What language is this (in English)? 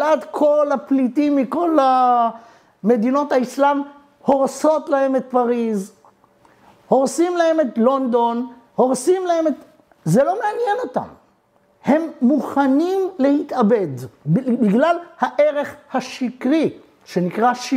Hebrew